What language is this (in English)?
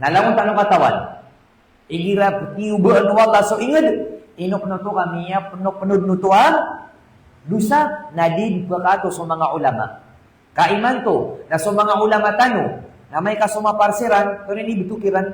Maranao